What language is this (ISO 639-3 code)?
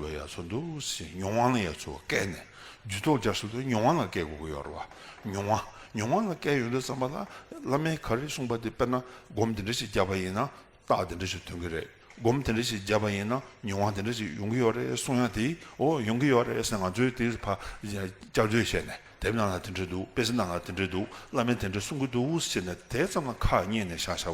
bod